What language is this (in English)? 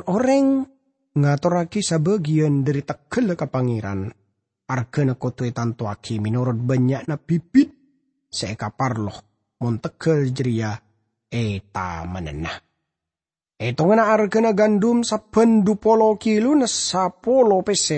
Madurese